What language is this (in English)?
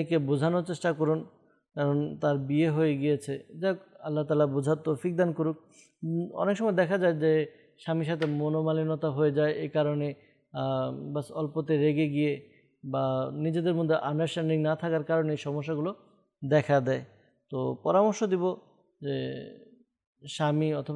Bangla